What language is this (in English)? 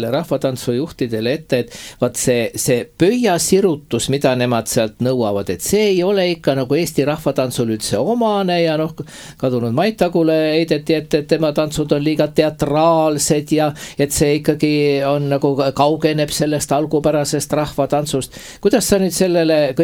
Estonian